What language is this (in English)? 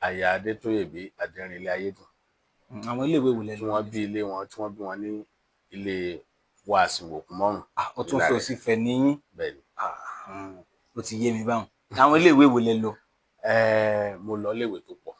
Yoruba